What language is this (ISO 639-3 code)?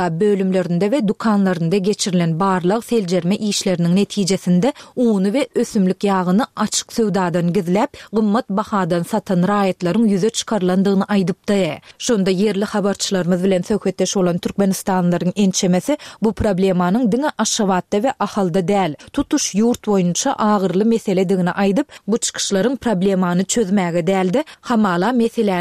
tuk